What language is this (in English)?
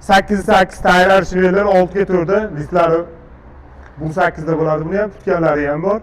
Uzbek